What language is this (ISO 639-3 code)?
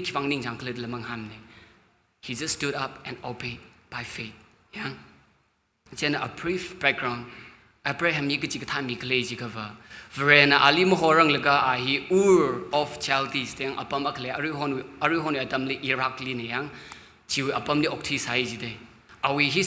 nmf